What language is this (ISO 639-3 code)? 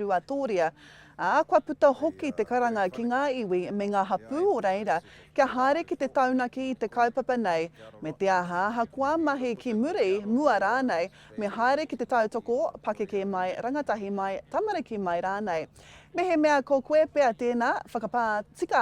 mri